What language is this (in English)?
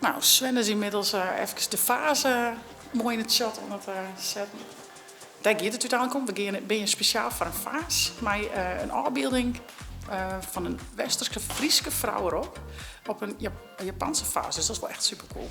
Western Frisian